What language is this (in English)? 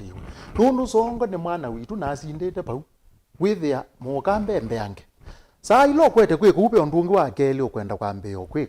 Kamba